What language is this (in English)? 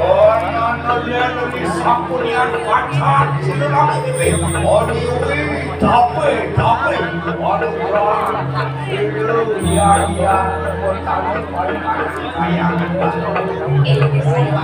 Balinese